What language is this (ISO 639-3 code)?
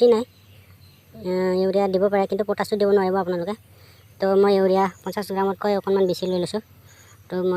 asm